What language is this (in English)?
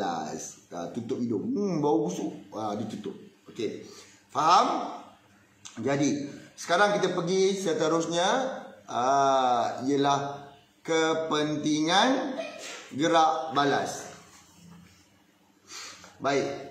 Malay